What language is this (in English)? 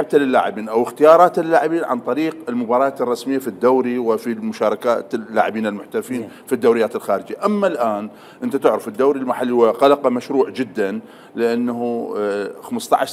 Mesopotamian Arabic